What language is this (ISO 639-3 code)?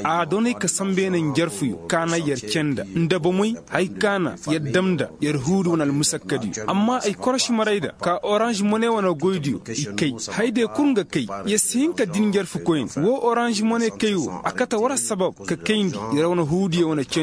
ses